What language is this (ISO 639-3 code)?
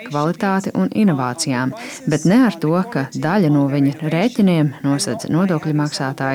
lav